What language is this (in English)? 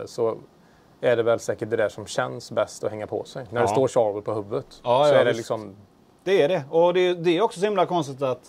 Swedish